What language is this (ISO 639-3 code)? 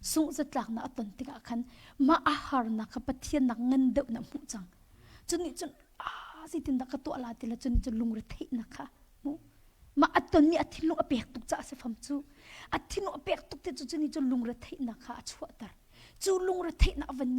cnh